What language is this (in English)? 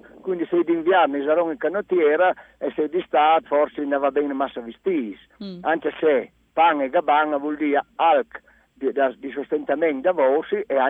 Friulian